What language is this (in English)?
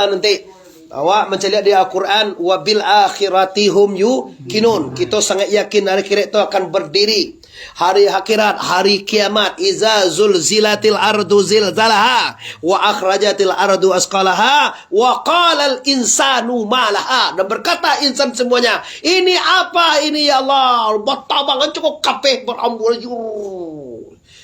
Minangkabau